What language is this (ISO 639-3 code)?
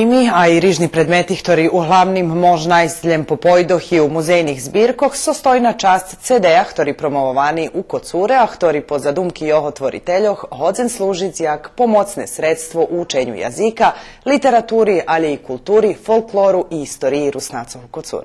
rue